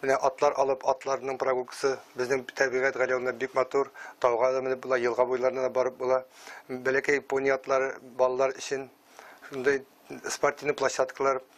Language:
Tatar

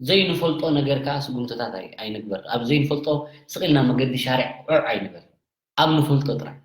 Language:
Tigrinya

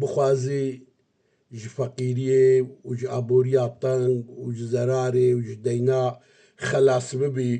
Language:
Kurdish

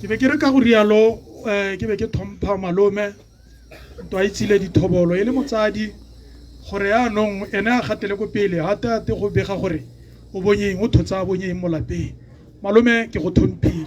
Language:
Tswana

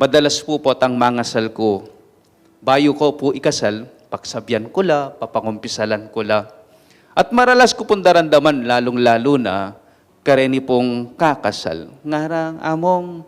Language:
Pampanga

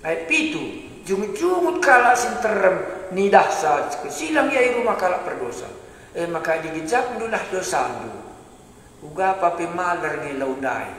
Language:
Batak Karo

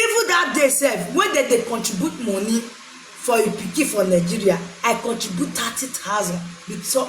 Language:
Nigerian Pidgin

